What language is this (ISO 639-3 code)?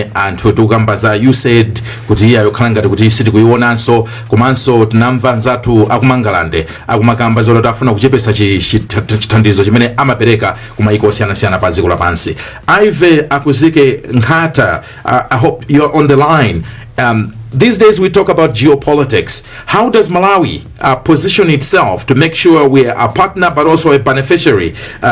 nya